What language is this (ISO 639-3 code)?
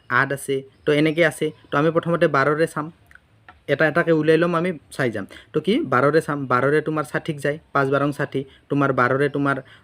asm